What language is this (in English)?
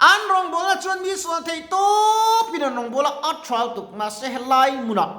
Mizo